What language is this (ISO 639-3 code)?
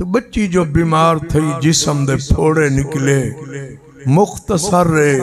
skr